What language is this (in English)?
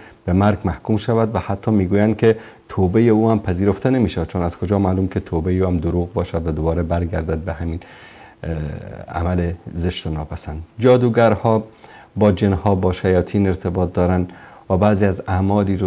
Persian